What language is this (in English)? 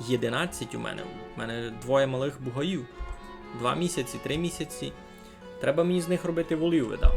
Rusyn